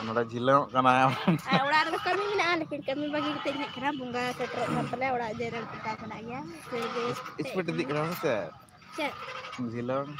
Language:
Santali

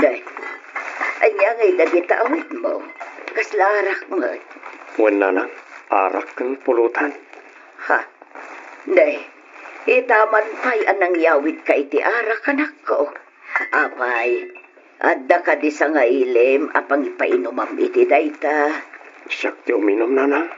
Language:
Iloko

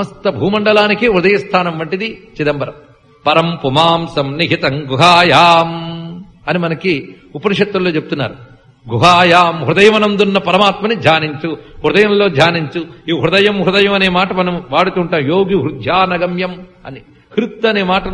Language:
Telugu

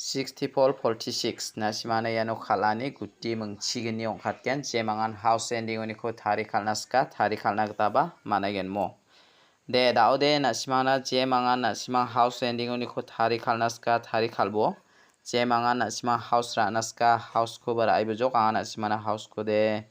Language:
Garo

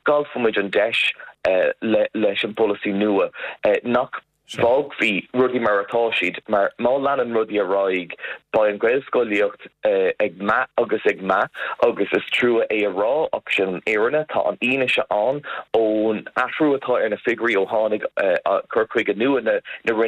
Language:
Irish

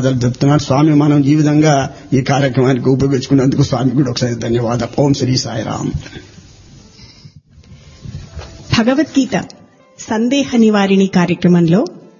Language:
Telugu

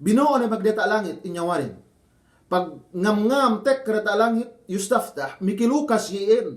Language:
Yakan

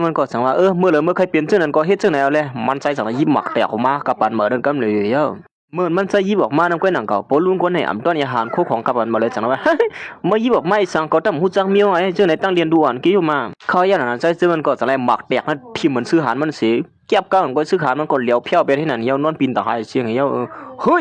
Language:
Shan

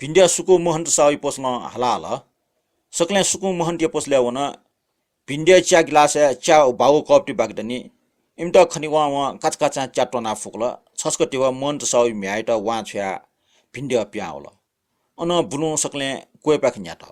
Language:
Newari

